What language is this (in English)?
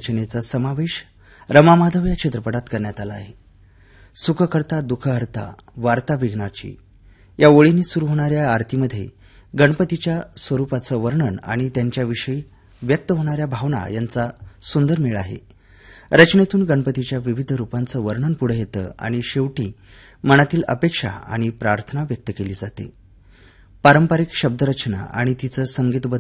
Marathi